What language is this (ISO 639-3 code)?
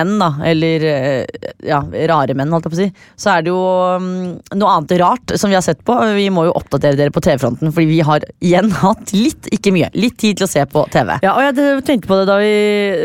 nor